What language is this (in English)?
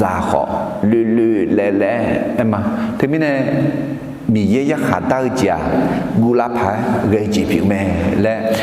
Akha